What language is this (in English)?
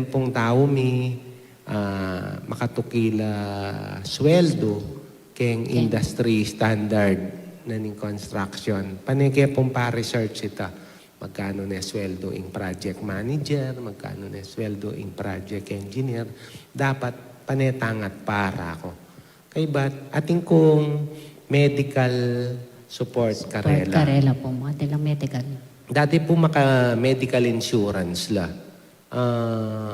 Pampanga